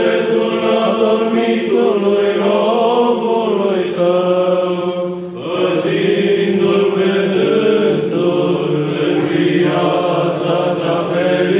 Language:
Romanian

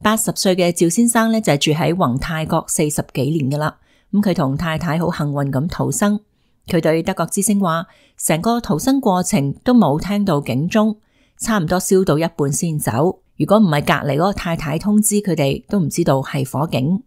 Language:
Cantonese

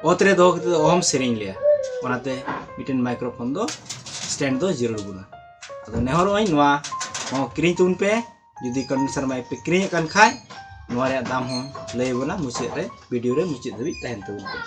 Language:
Santali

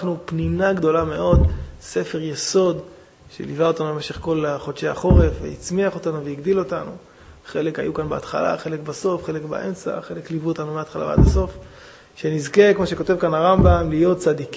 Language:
Hebrew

